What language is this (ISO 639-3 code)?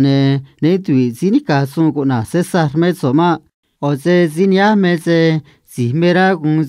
trc